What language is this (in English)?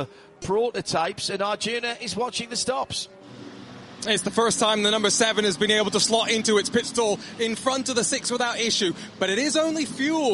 English